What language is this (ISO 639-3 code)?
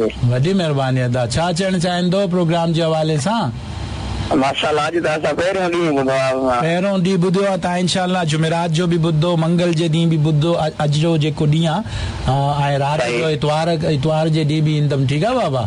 snd